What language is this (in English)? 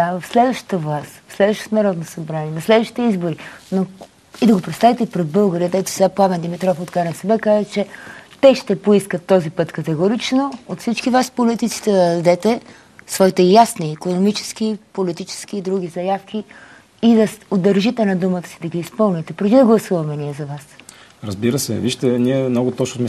Bulgarian